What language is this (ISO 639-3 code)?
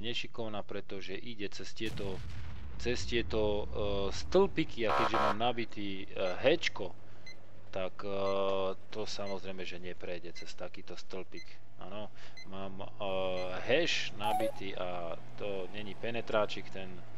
slk